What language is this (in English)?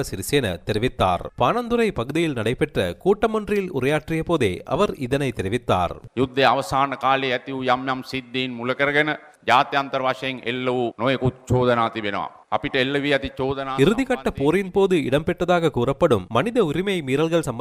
Tamil